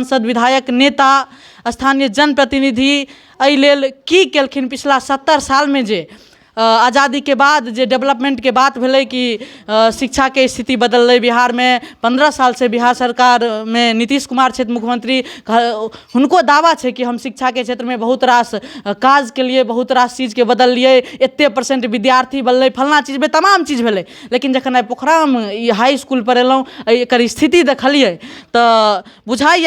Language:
Maithili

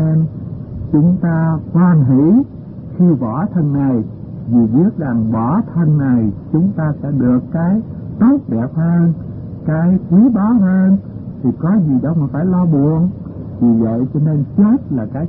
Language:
Vietnamese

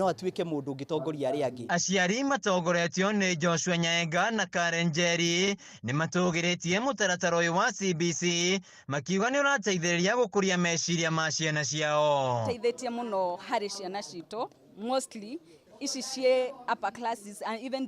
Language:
Kikuyu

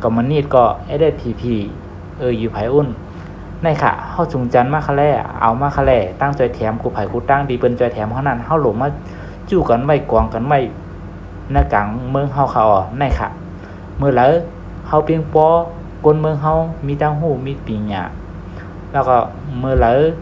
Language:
Shan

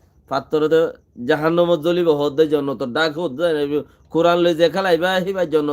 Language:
Rohingya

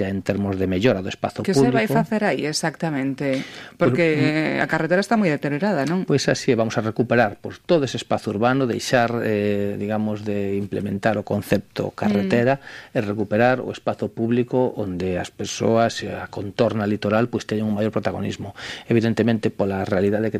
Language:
Galician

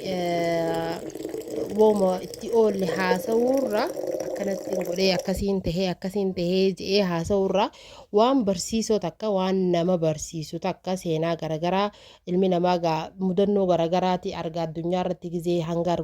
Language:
Oromo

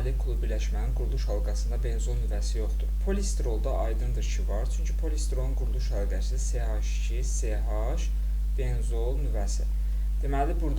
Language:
Azerbaijani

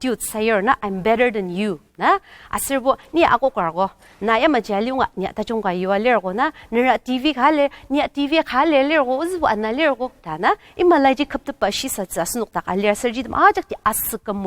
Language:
Ao Naga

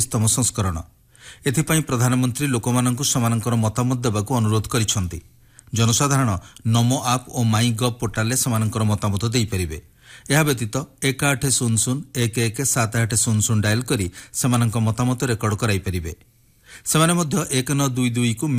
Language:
Odia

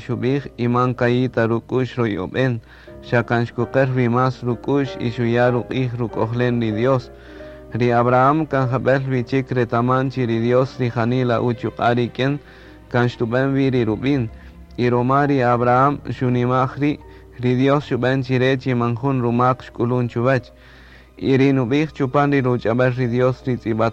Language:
Kaqchikel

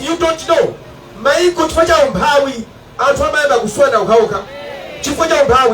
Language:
Nyanja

